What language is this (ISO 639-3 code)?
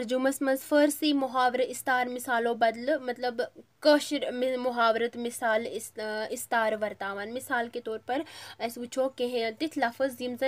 kas